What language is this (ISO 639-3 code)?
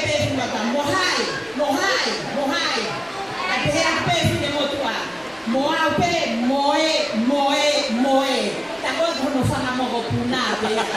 ton